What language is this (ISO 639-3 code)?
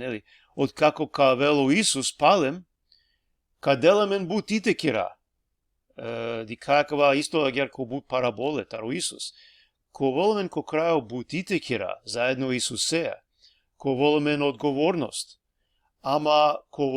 rmn